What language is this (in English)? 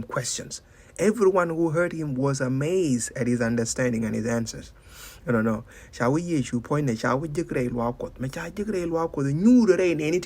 Nuer